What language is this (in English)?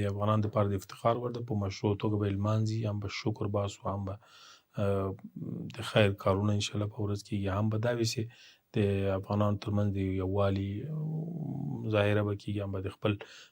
Pashto